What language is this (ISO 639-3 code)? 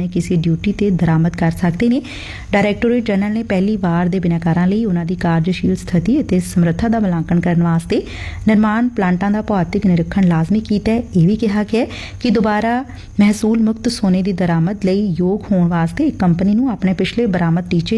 pan